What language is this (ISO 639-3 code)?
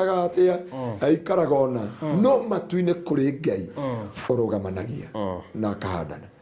kik